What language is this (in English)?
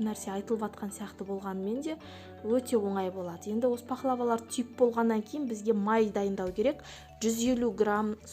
Kazakh